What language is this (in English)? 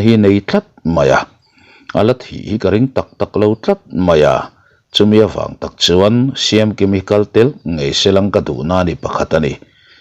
Mizo